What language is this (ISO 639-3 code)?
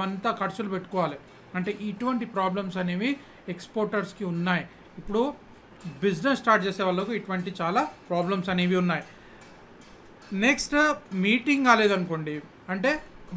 tel